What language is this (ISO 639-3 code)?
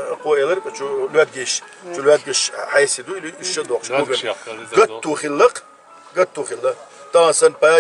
che